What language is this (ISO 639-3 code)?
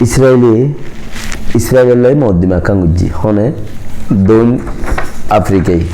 rhg